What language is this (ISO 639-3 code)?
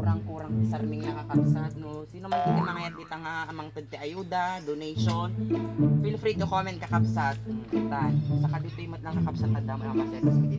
ilo